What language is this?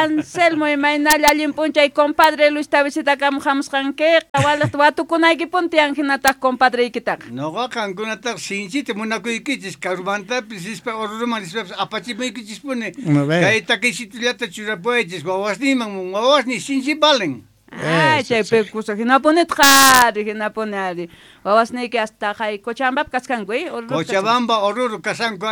South Bolivian Quechua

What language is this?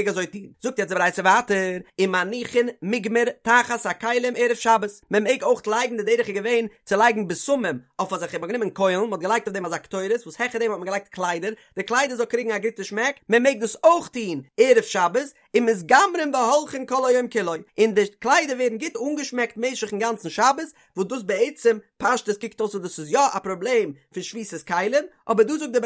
Yiddish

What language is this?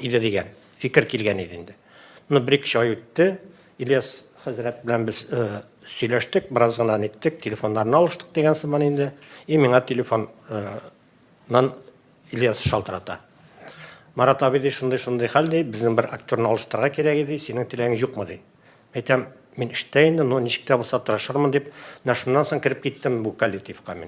Tatar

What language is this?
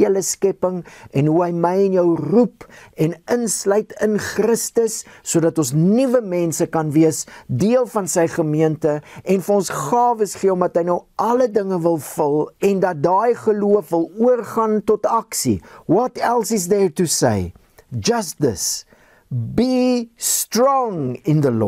Afrikaans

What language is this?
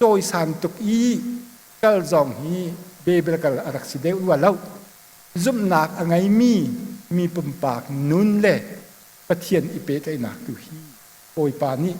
Hakha Chin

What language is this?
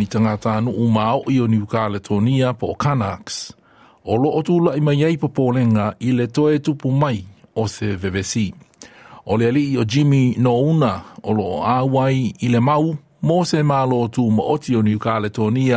Samoan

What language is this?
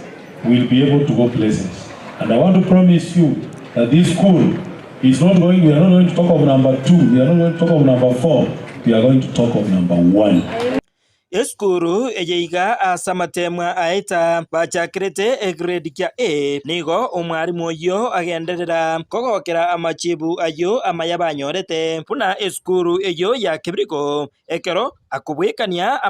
Gusii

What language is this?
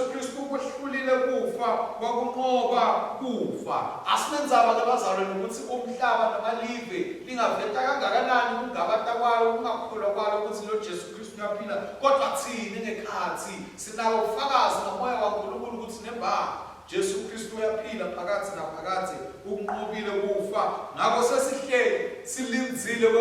Swati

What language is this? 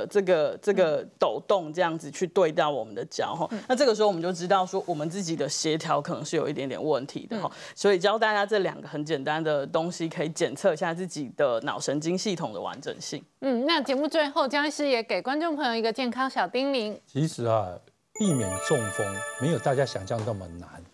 Chinese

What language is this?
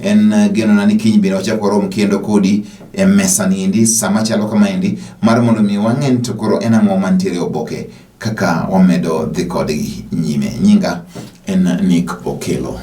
Luo (Kenya and Tanzania)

